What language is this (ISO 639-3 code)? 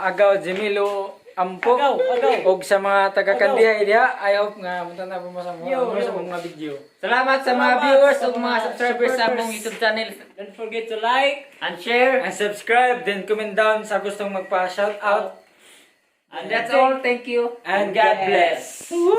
ceb